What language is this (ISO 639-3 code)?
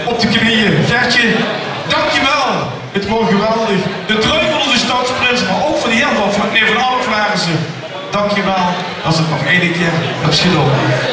lim